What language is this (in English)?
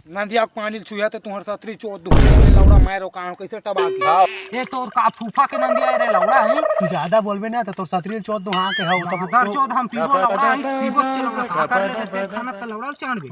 Chhattisgarhi